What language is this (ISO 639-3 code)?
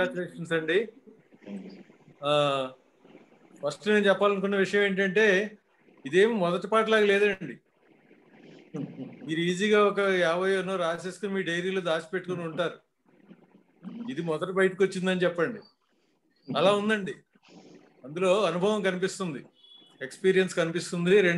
tel